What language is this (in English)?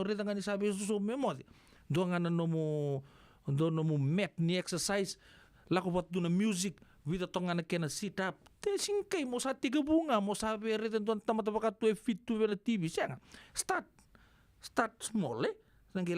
Fijian